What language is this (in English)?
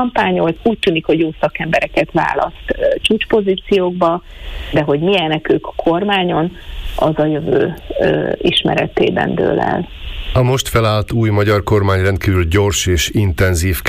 Hungarian